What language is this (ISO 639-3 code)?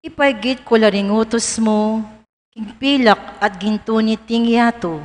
pam